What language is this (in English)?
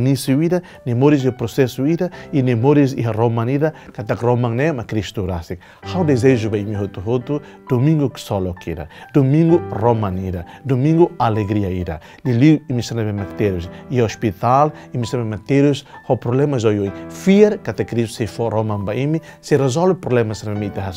Tetum